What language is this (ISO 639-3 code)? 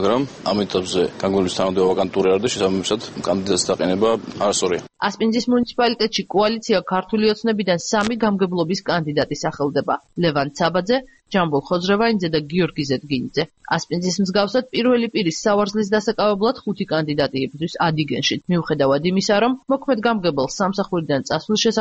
kat